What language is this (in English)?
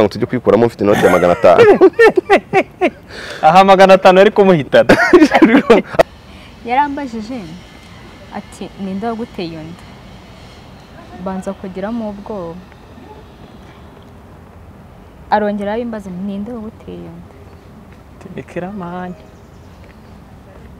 Kinyarwanda